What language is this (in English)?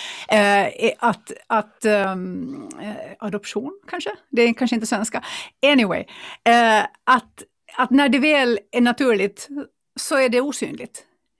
Swedish